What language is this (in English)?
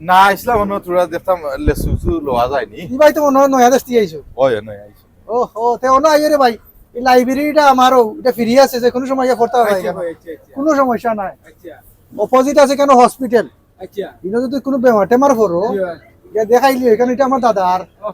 Sylheti